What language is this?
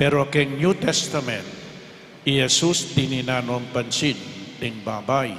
Pampanga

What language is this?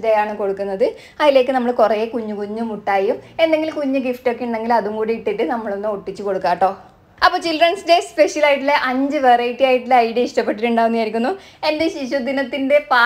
Malayalam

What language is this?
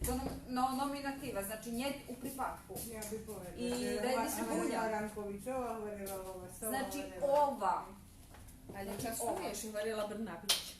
Rusyn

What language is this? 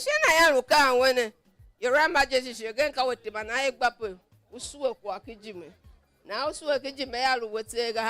Tiv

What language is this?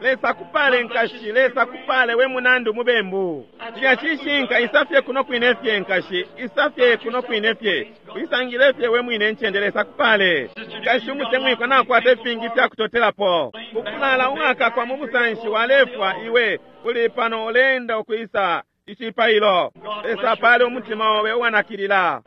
Bemba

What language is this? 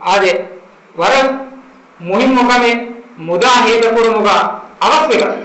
Divehi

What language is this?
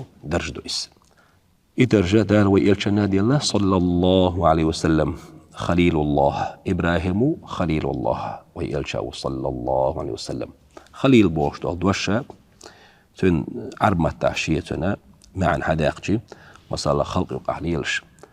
Chechen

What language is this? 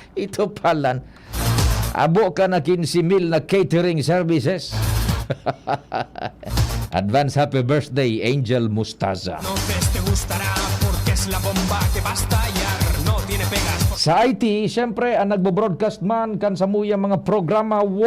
Bikol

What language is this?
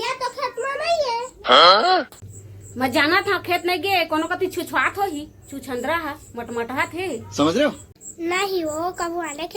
Chhattisgarhi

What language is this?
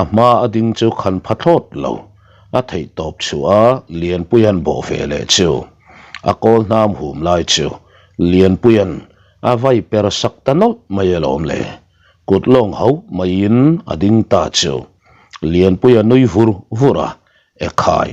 Mizo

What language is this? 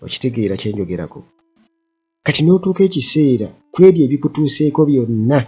Ganda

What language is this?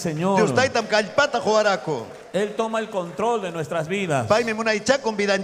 Ayacucho Quechua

